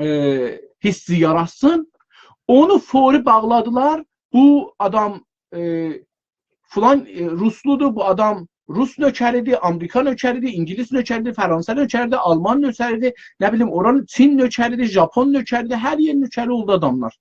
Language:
South Azerbaijani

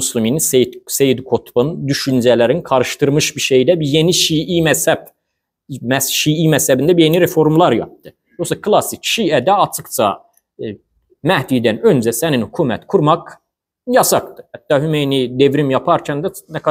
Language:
Azerbaijani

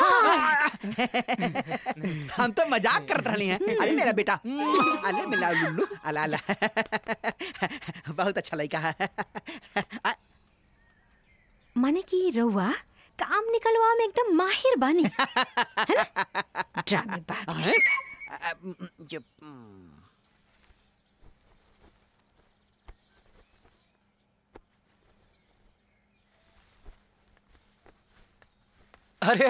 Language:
Bhojpuri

